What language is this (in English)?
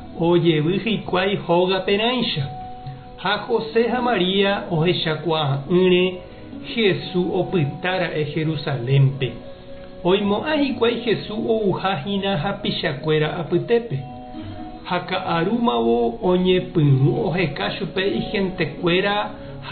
Guarani